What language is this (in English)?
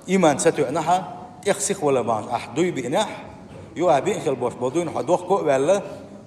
Chechen